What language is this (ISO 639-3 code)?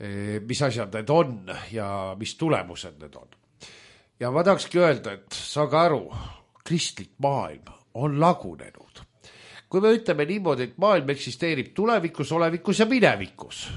est